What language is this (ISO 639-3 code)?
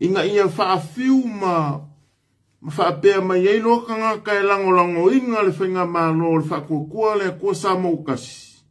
smo